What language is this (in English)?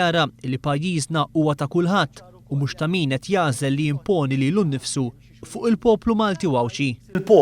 Maltese